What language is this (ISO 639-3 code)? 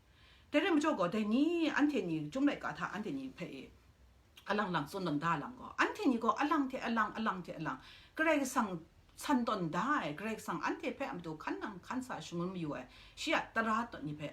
kac